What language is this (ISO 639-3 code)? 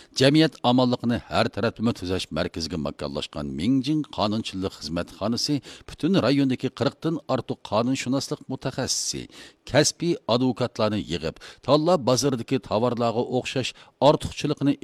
uig